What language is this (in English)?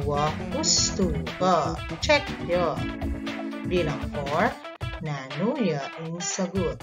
Pampanga